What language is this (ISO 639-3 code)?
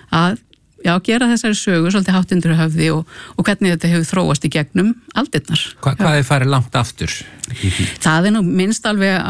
isl